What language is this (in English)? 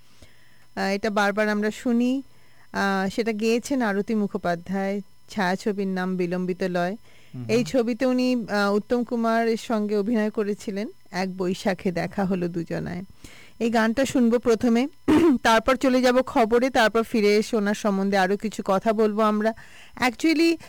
Bangla